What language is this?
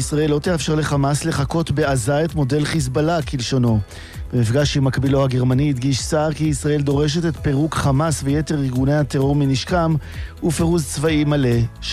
Hebrew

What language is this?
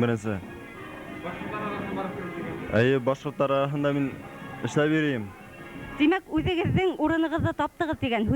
Bashkir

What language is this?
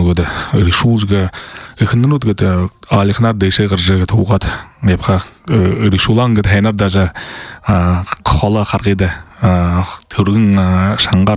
Buriat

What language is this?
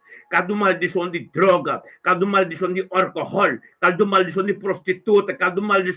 Papiamento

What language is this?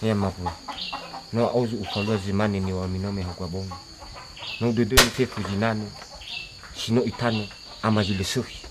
Nias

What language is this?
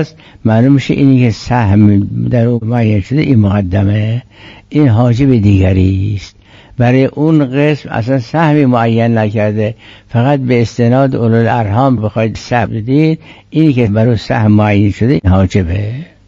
Persian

